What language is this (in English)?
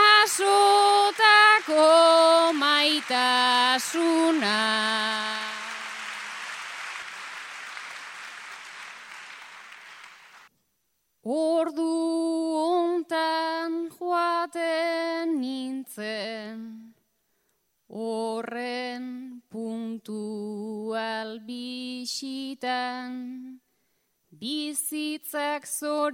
Basque